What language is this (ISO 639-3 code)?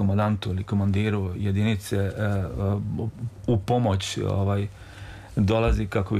srp